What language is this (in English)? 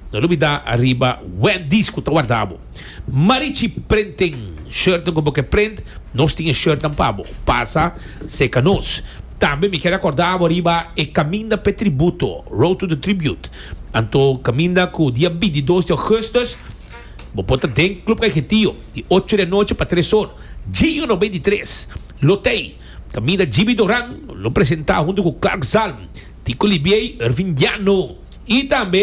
Papiamento